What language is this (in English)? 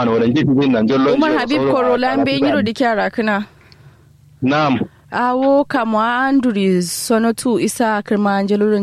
Kanuri